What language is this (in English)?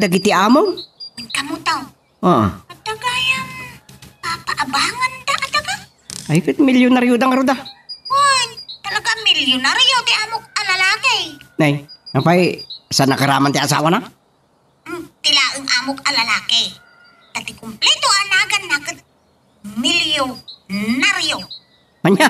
Iloko